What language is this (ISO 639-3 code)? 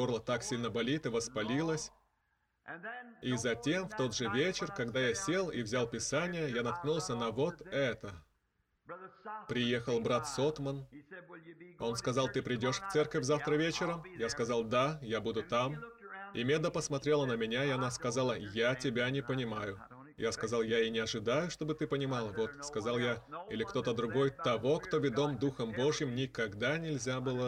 rus